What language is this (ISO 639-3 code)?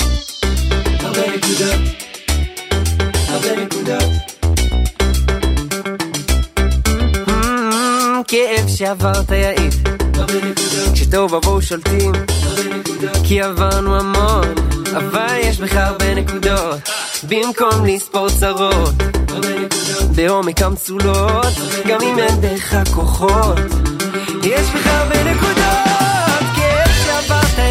heb